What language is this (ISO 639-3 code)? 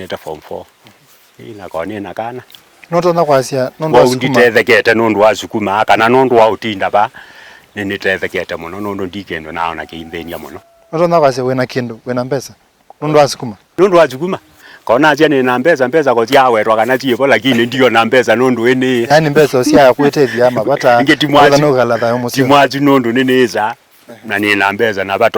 kam